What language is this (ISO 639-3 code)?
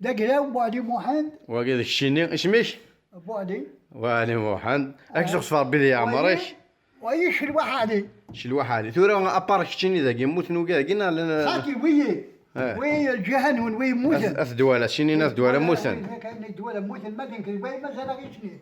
kab